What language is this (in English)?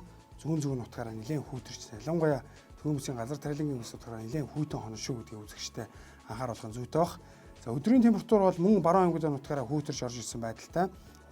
Mongolian